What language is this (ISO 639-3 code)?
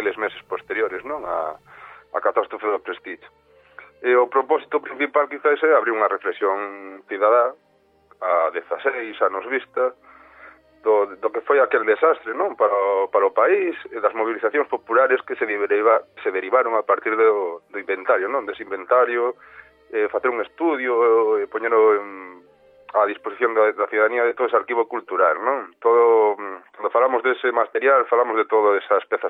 glg